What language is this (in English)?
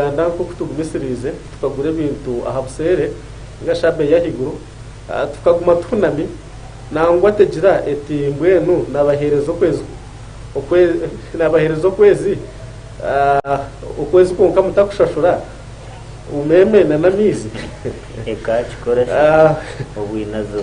Nyankole